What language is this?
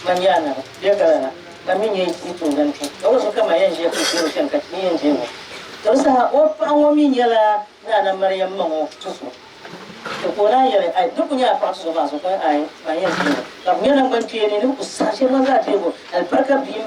Dagbani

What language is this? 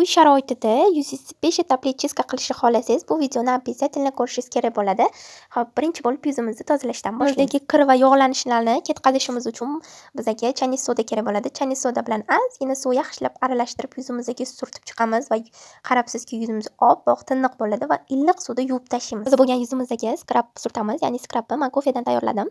Uzbek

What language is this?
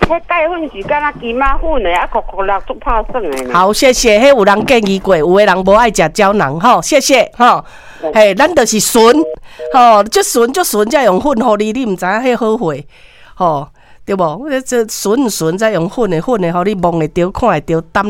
Min Nan Chinese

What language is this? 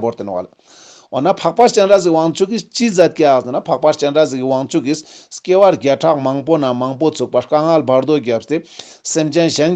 Ladakhi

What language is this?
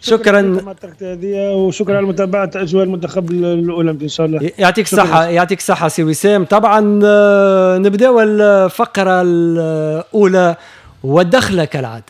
Tunisian Arabic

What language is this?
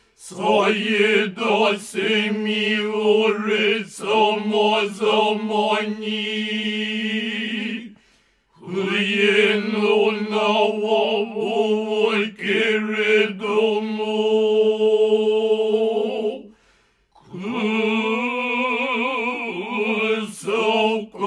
Japanese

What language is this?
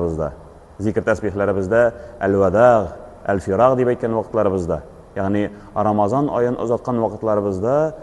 Tatar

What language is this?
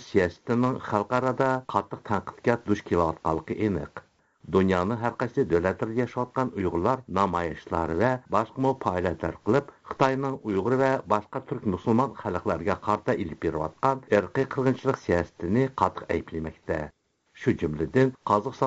Uyghur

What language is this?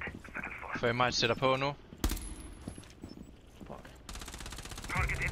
Danish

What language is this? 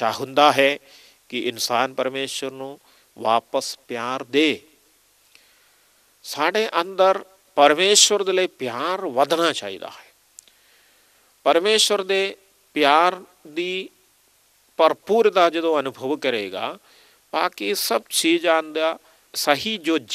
Punjabi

